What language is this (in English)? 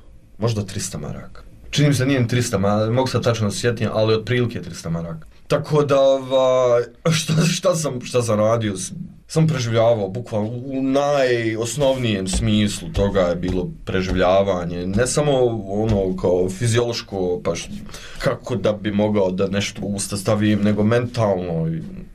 Croatian